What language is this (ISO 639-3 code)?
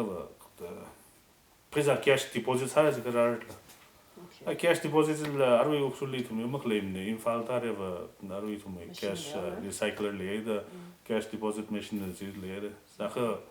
nmf